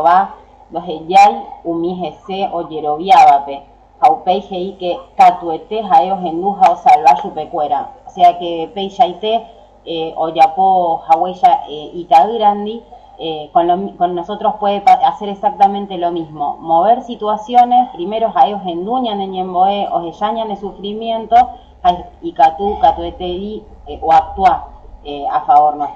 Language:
Guarani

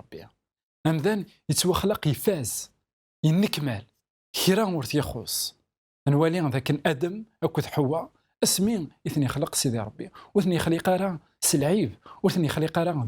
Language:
Kabyle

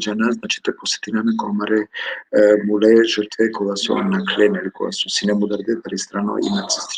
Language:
Balkan Romani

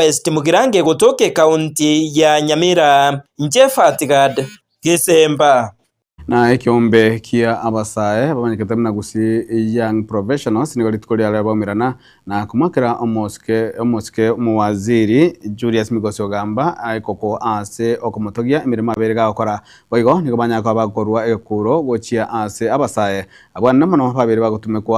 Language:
Gusii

